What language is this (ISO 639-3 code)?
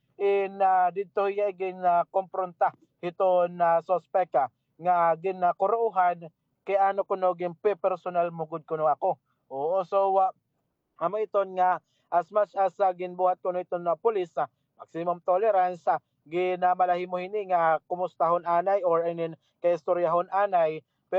war